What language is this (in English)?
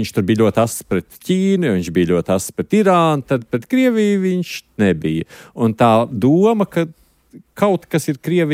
Latvian